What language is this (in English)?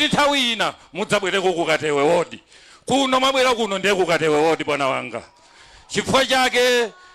Nyanja